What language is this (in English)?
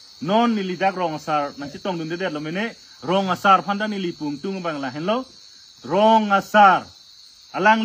Karbi